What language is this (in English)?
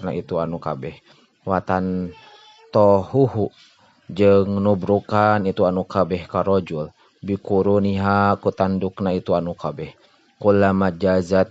Sundanese